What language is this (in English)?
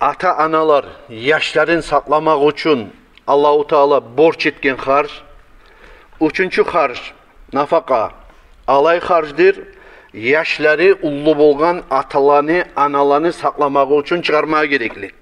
Kumyk